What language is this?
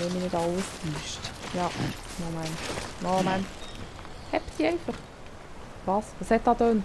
Swiss German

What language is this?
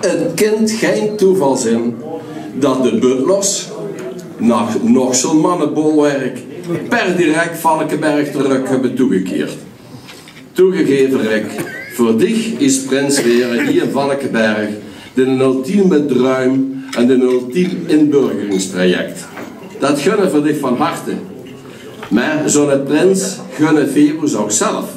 Limburgish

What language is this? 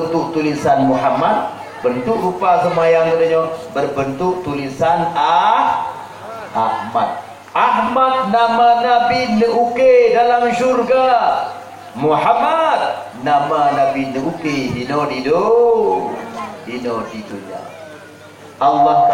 Achinese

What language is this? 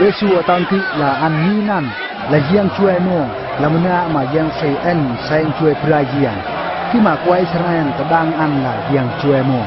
Eastern Bru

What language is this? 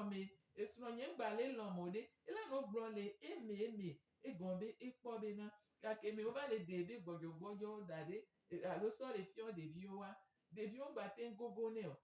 Gen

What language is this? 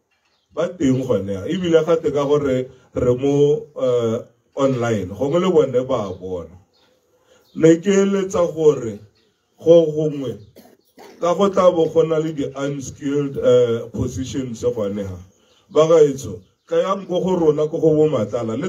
Tswana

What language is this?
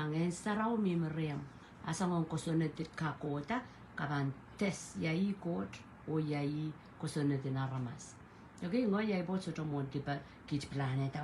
Pohnpeian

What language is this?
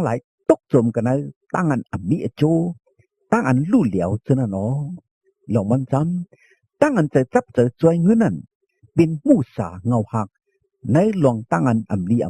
Shan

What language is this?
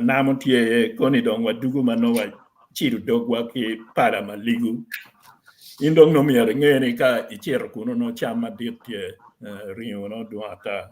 Acoli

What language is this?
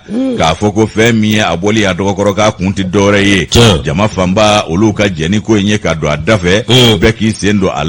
Bambara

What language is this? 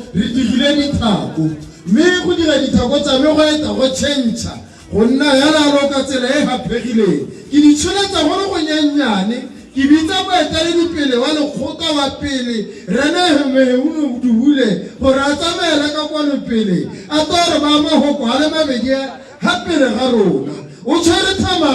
Tswana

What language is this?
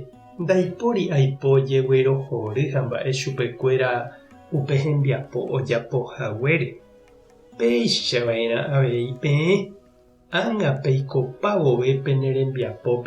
Guarani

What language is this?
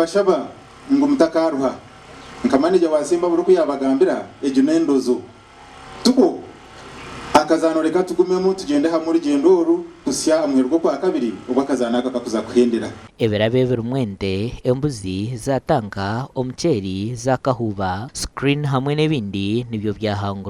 Nyankole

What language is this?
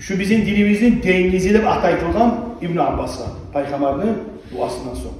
Kumyk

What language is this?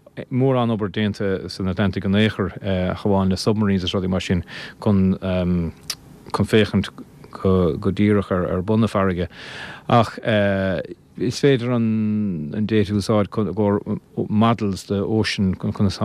Irish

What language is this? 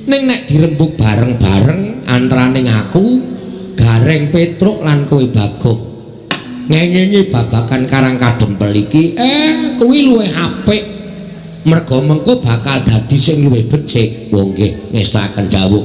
Javanese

